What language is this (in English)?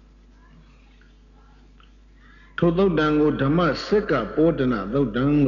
Burmese